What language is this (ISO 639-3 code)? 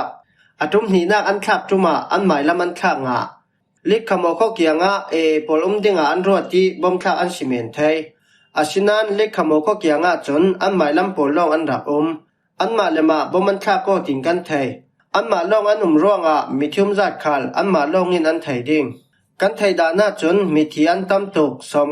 cfm